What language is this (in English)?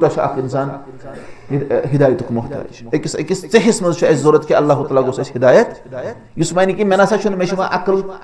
Kashmiri